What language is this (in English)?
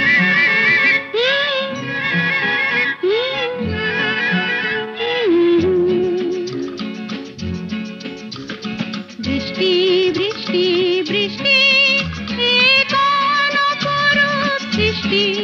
Bangla